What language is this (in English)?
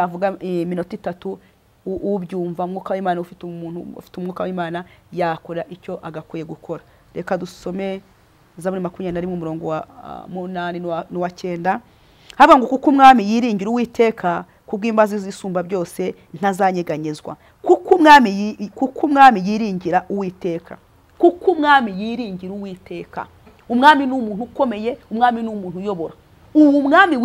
Kinyarwanda